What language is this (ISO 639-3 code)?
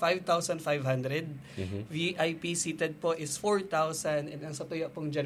bik